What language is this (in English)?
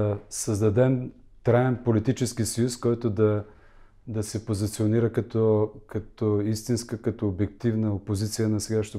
Bulgarian